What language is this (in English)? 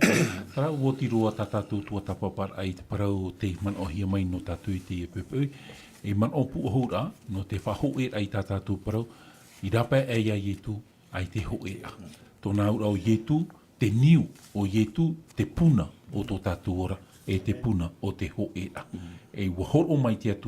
Tahitian